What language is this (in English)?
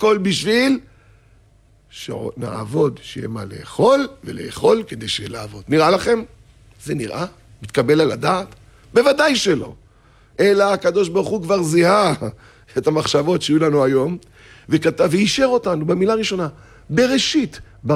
Hebrew